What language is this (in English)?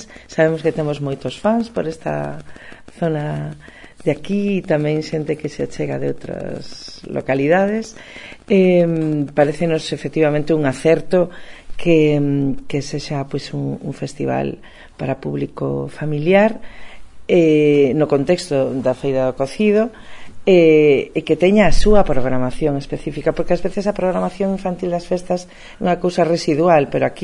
Galician